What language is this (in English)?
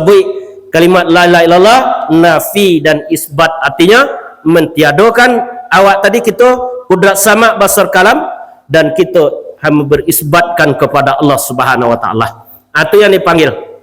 Minangkabau